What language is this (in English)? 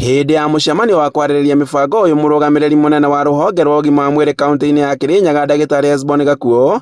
Kikuyu